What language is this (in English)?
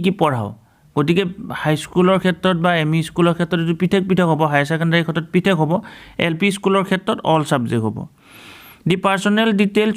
Assamese